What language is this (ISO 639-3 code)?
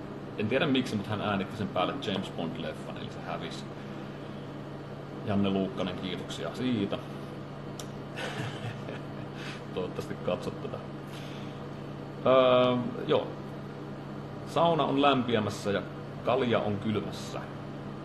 fin